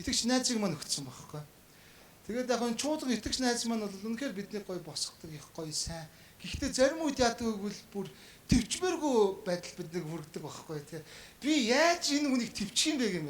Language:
Mongolian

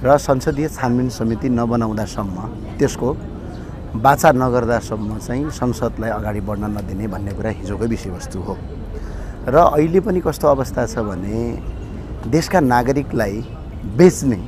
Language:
Nepali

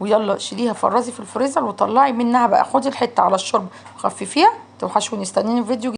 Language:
Egyptian Arabic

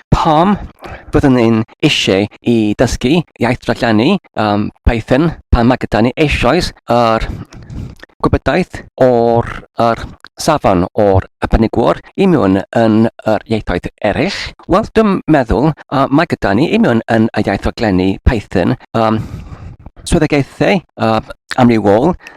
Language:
Welsh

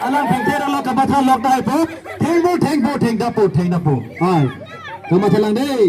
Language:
Karbi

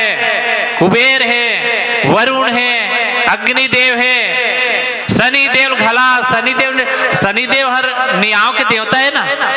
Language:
Chhattisgarhi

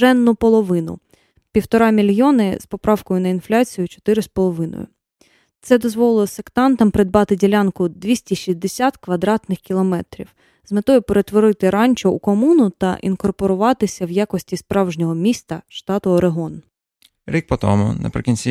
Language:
Ukrainian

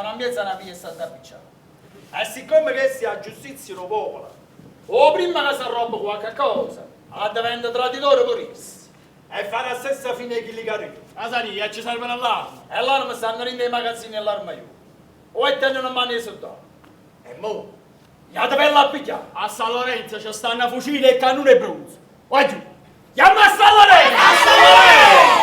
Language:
Neapolitan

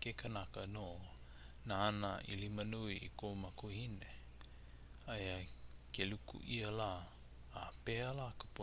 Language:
Hawaiian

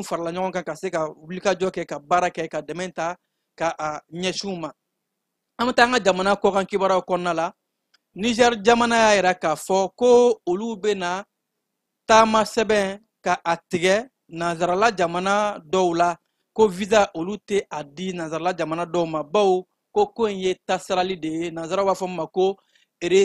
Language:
Bambara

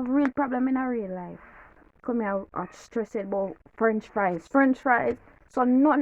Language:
Jamaican Creole English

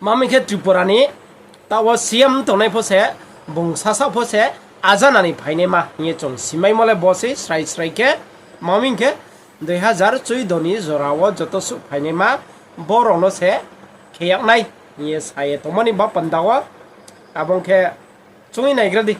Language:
Riang (India)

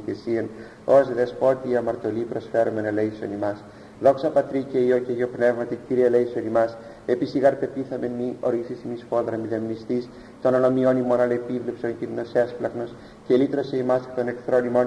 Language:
Greek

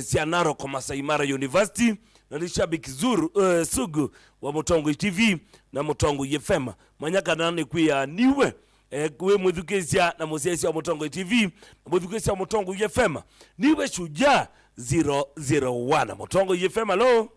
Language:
Kamba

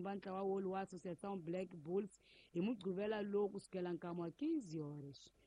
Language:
Tsonga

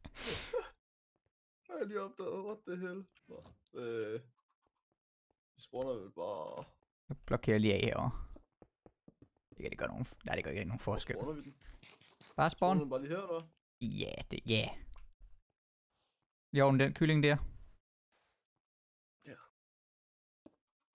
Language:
Danish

